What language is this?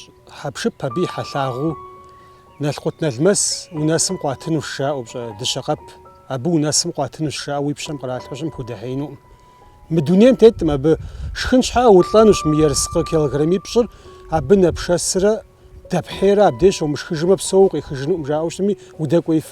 Kabardian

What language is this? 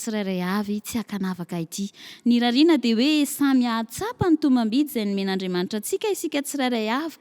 Malagasy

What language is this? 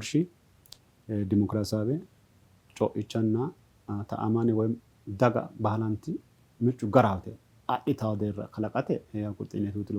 Sidamo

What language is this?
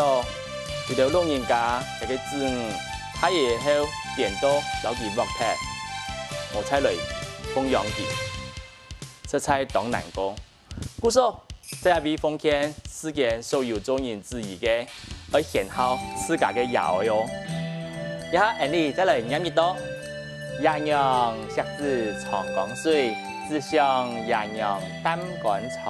Hakka Chinese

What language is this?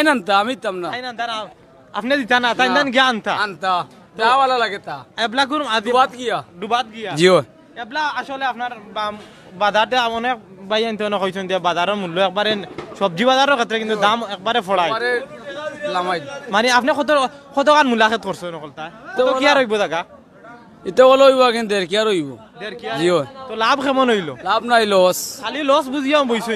Sylheti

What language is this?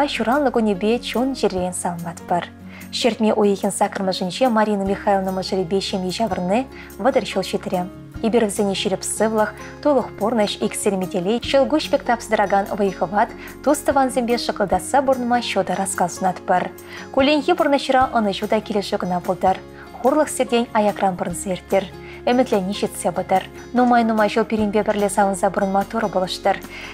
Chuvash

